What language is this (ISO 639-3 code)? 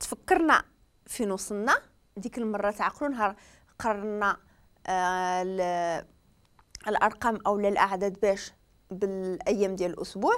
ary